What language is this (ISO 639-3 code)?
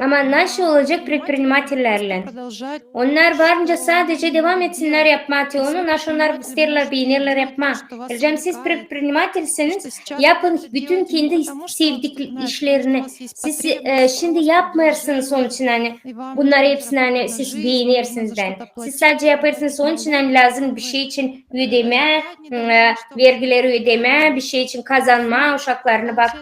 gag